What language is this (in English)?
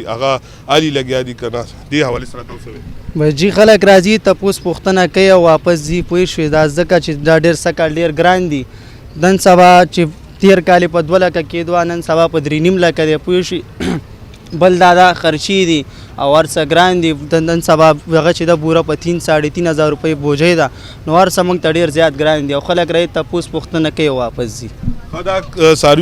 Pashto